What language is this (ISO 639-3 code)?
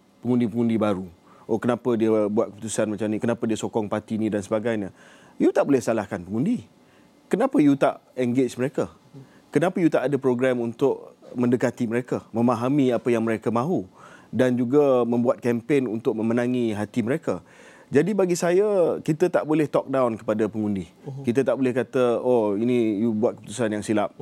msa